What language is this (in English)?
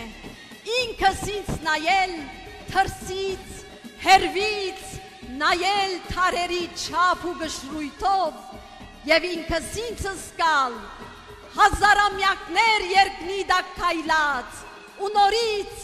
Armenian